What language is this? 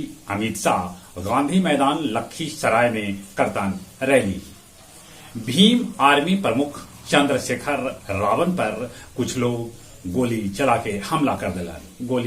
Magahi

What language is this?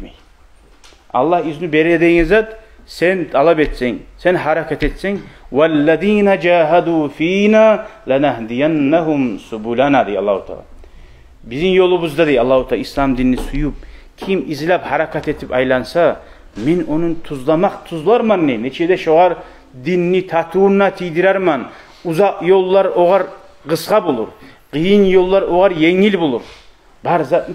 Kumyk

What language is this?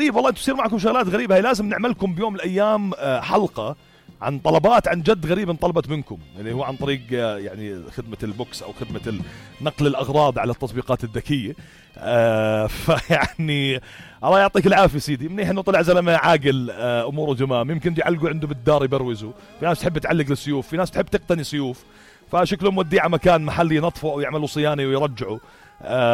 North Levantine Arabic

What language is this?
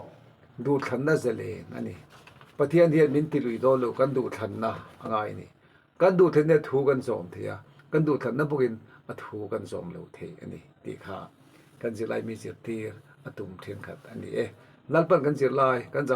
Mizo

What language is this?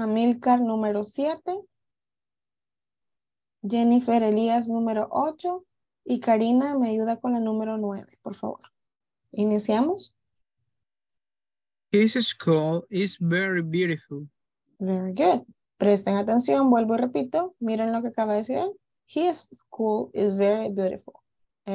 Spanish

